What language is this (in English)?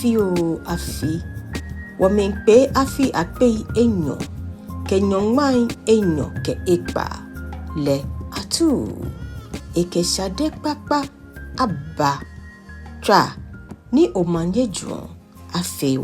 Ga